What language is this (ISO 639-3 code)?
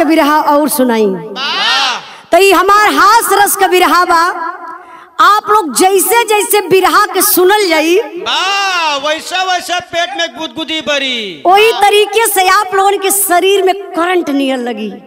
bho